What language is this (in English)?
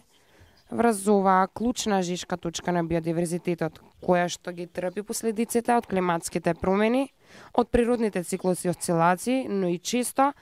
Macedonian